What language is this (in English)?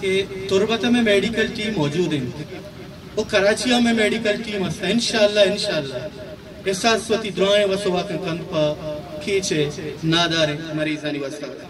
Eastern Balochi